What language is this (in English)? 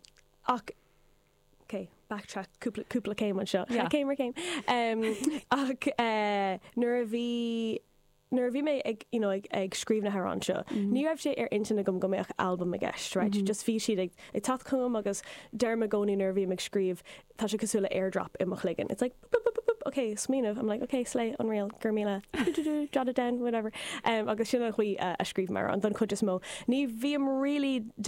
Irish